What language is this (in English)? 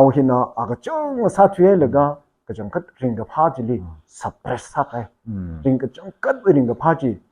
Tangkhul Naga (India)